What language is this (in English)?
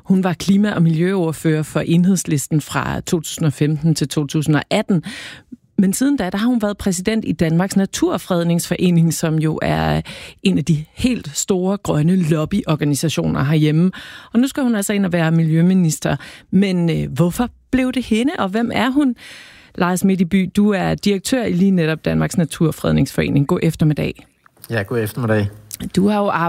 Danish